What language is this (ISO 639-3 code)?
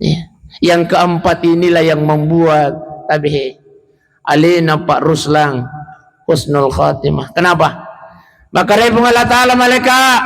bug